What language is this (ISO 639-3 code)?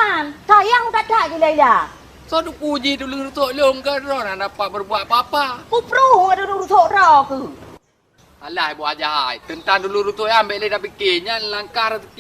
ace